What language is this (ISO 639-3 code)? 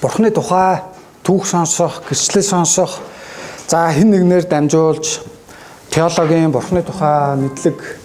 mon